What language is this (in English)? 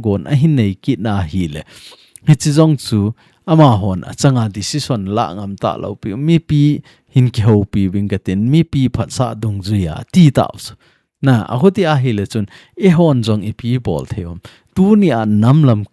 Thado Chin